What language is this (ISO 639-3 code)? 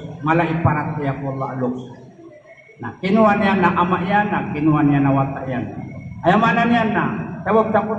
mrw